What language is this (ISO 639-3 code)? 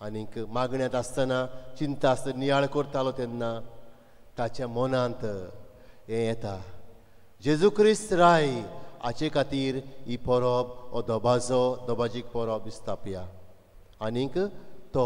kok